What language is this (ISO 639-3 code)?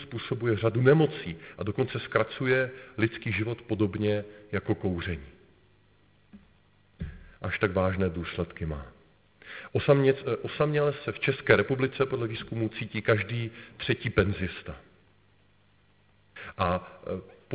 ces